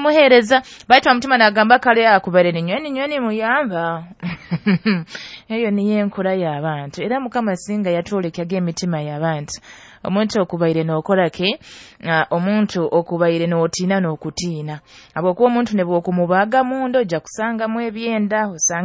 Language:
Nyoro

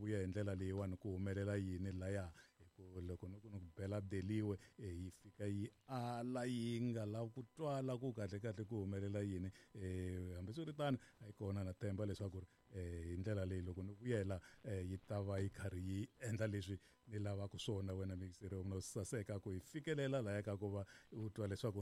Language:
Tsonga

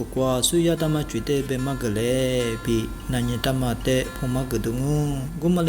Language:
Lisu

